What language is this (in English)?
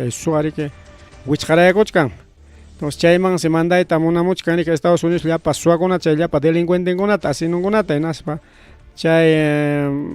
Ayacucho Quechua